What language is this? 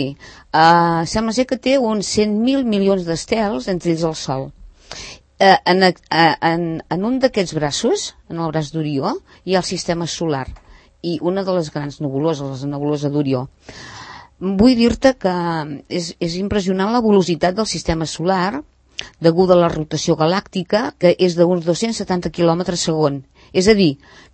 Catalan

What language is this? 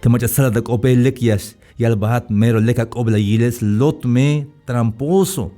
Tzeltal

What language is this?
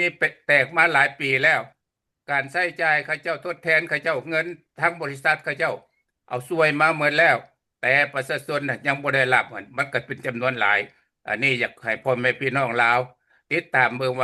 Lao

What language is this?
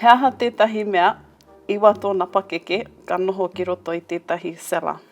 Māori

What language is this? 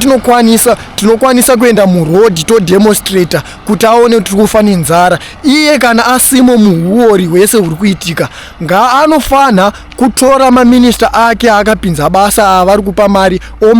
Shona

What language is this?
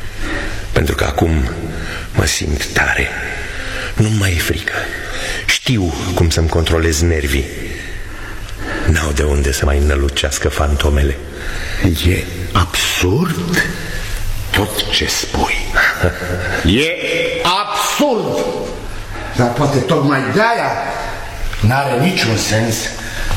Romanian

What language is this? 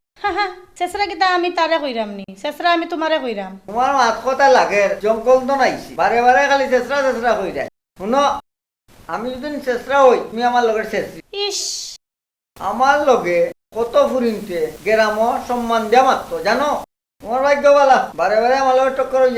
Sylheti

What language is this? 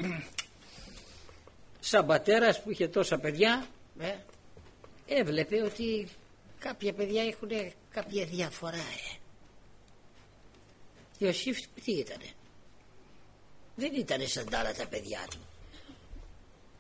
Greek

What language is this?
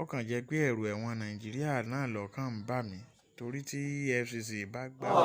Yoruba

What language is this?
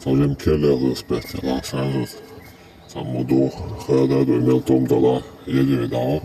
Chechen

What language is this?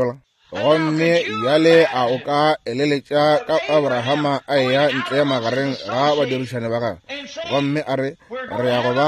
Northern Sotho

